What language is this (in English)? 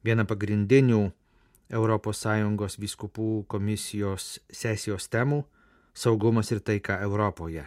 Lithuanian